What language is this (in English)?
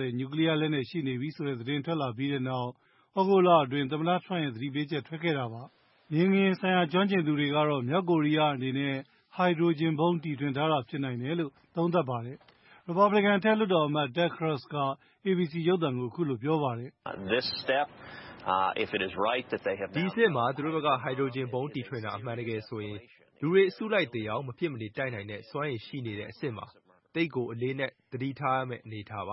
Burmese